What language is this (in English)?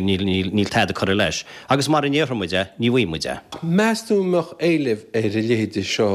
Irish